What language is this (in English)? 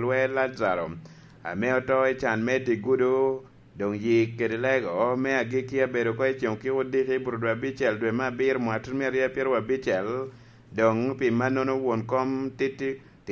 Lango (Uganda)